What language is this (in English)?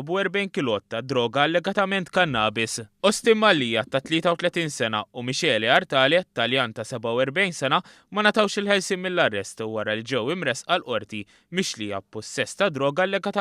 Maltese